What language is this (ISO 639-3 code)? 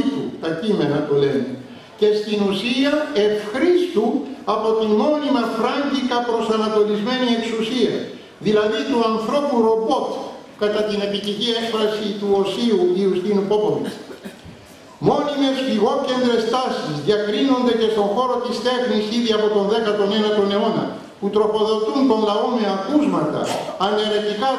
ell